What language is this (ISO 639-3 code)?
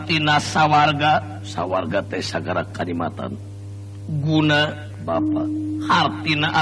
sun